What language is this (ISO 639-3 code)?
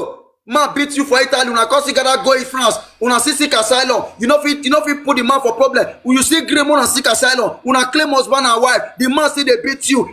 pcm